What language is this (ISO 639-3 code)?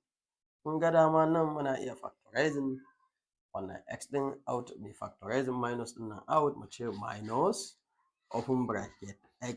hau